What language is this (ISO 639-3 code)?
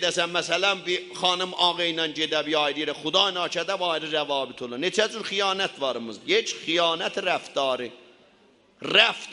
azb